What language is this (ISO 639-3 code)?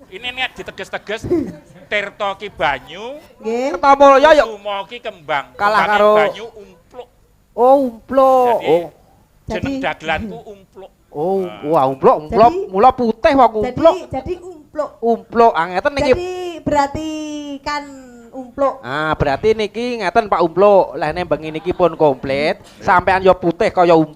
jav